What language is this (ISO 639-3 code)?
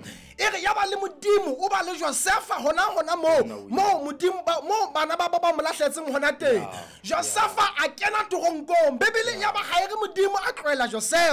sot